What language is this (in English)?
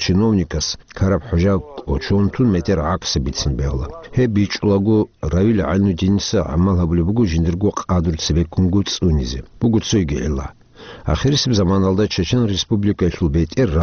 Avaric